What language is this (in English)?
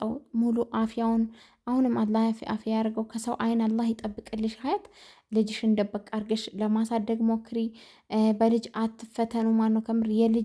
Amharic